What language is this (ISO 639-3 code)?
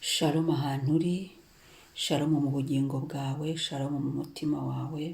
kin